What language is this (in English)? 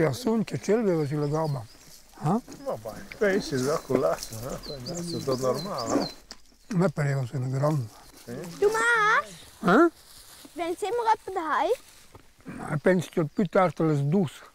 Romansh